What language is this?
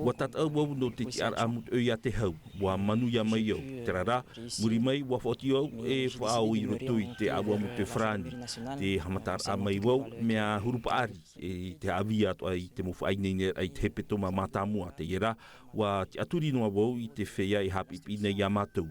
Tahitian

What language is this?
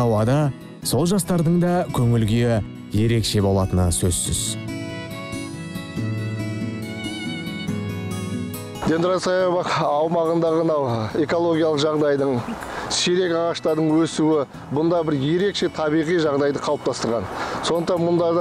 Kazakh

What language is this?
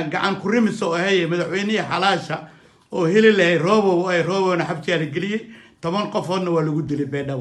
Somali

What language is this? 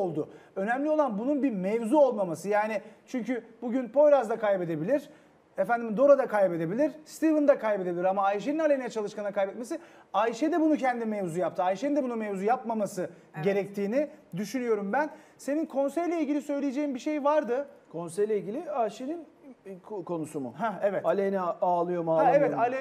Turkish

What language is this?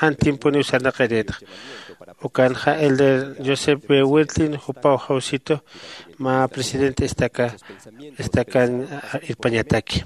Aymara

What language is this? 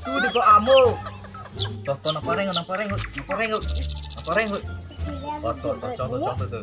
Karbi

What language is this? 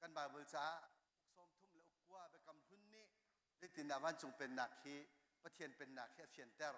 Hakha Chin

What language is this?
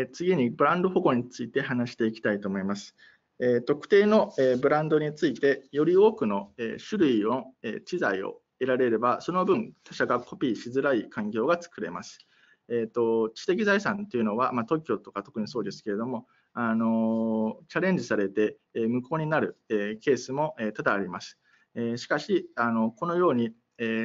Japanese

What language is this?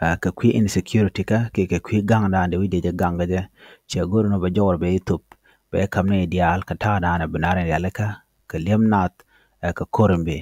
Nuer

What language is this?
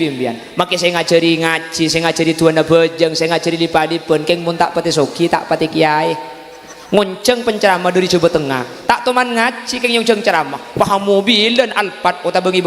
Madurese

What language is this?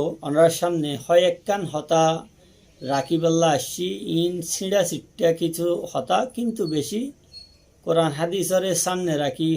Rohingya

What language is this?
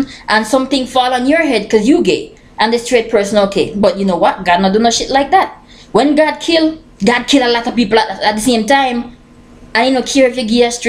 Jamaican Creole English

